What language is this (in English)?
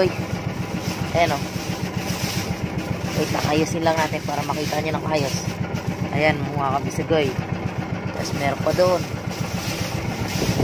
Filipino